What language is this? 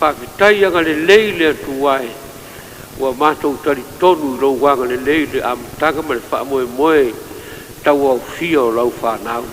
Samoan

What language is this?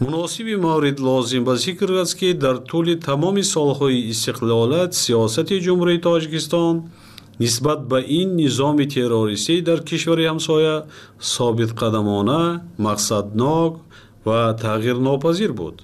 Tajik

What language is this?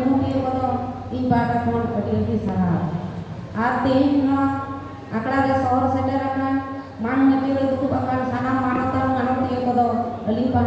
Santali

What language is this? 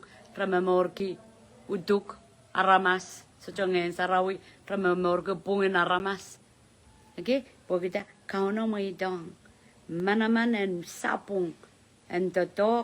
Pohnpeian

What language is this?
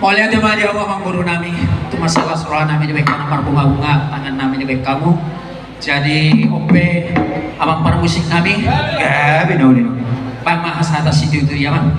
Batak Toba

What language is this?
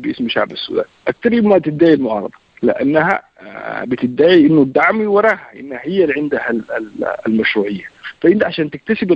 Sudanese Arabic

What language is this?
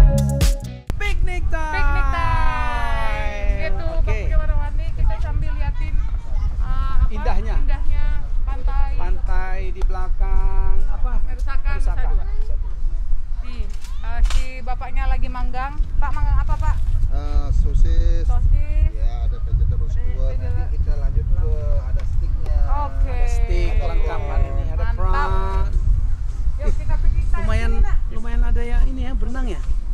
Indonesian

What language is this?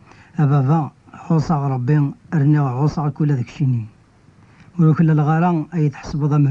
Kabyle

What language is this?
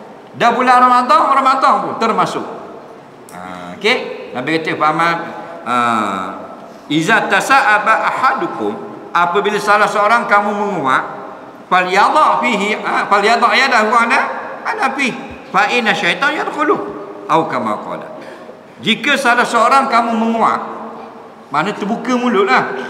Malay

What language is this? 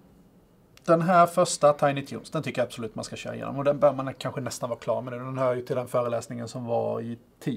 Swedish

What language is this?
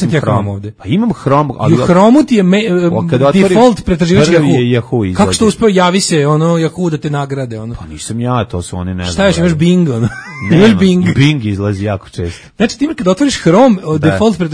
Serbian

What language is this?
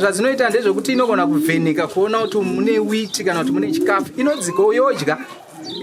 Shona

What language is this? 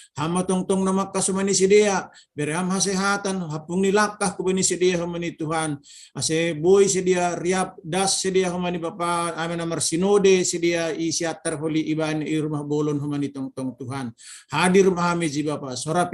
Batak Simalungun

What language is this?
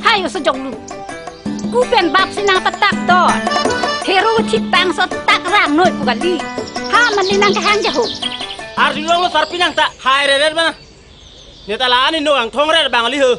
Karbi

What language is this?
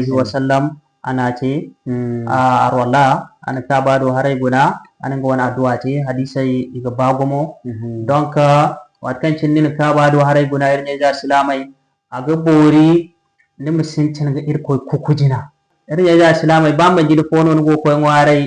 Zarma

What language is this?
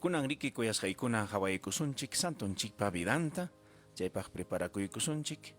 Ayacucho Quechua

